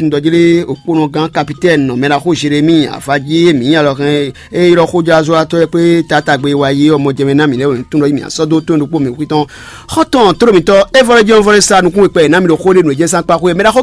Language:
Fon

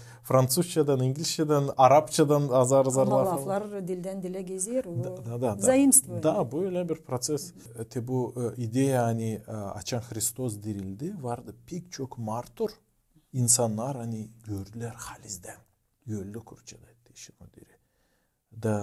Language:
Gagauz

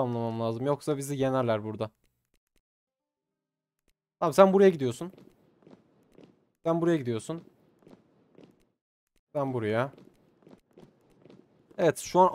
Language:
Turkish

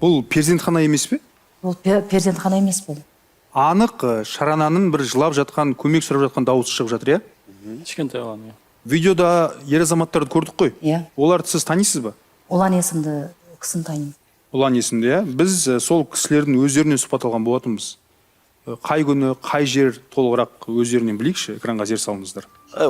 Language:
Kazakh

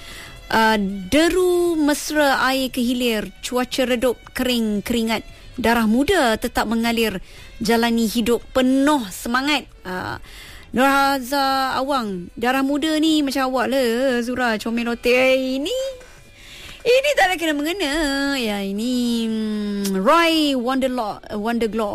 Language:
Malay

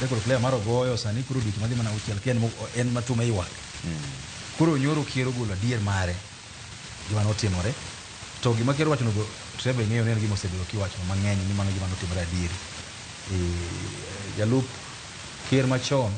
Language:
Luo (Kenya and Tanzania)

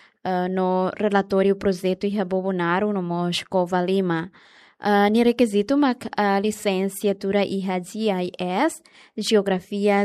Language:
Tetum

